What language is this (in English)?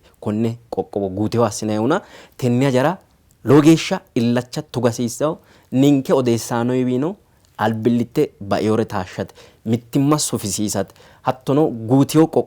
Sidamo